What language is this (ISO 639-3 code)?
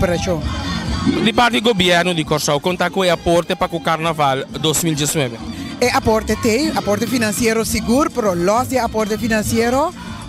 pap